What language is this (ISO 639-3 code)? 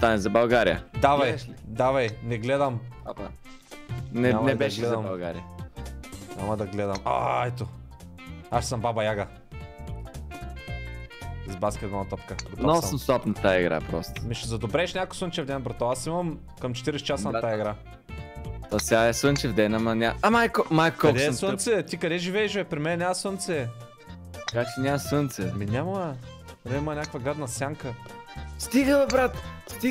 bul